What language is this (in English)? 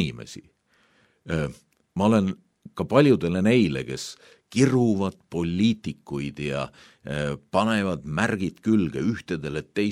Estonian